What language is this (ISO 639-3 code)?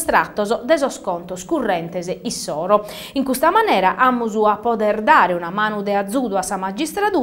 srd